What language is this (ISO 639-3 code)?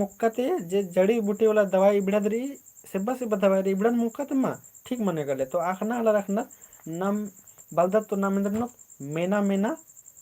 kru